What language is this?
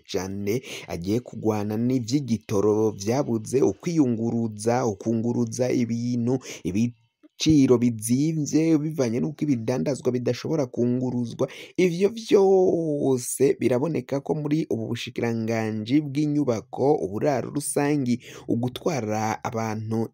Rundi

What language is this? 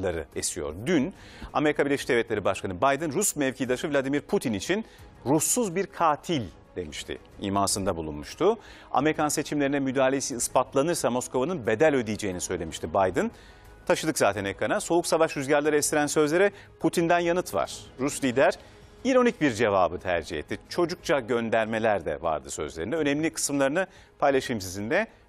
Turkish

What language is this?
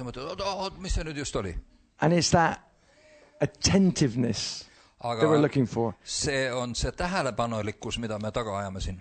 Estonian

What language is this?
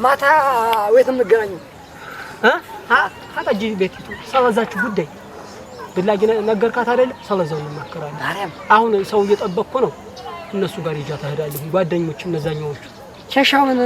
Amharic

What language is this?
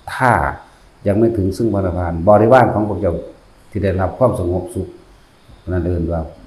Northeastern Thai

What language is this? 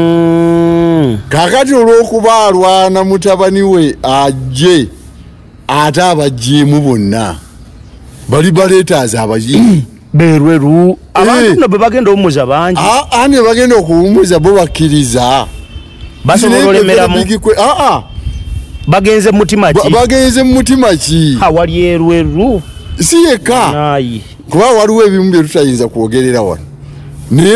Ganda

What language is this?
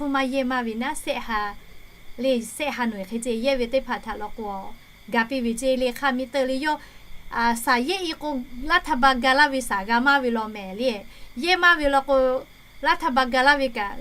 Lahu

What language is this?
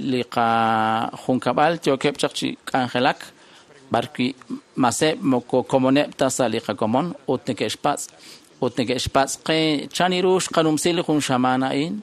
Kekchí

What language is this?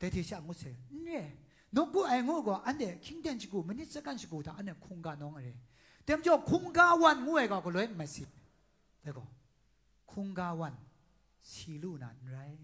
Kachin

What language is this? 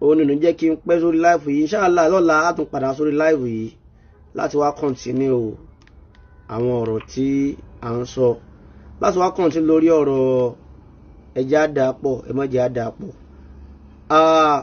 Yoruba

